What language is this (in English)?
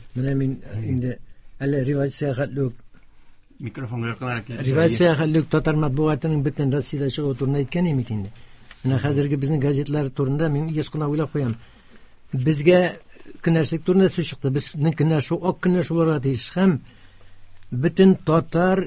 Tatar